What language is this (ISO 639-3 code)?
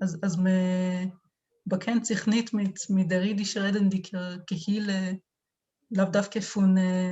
yid